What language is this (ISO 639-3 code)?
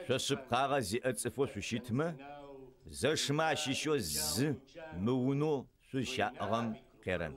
ady